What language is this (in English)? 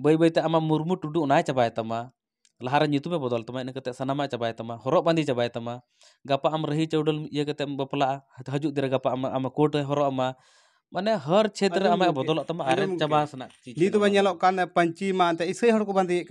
Santali